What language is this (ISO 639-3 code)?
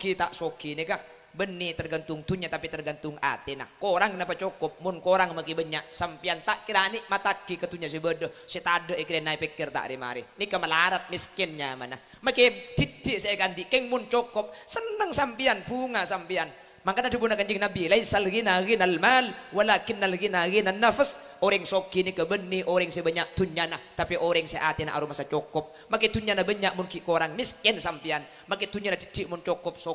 mad